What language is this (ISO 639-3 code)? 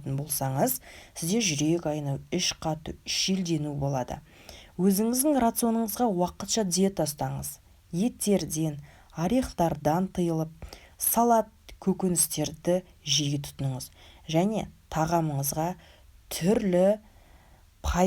kaz